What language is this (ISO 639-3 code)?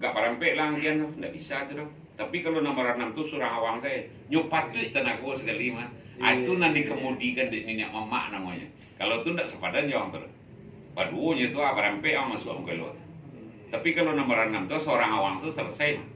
min